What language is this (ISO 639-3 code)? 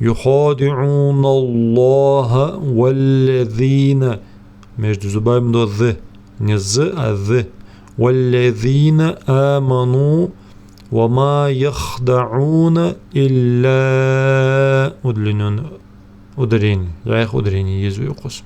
inh